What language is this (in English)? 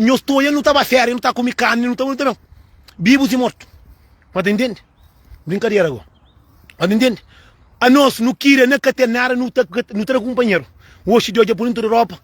Kabuverdianu